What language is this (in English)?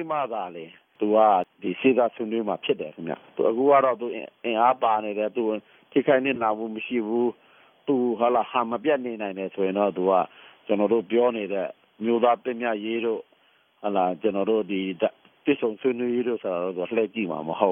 Burmese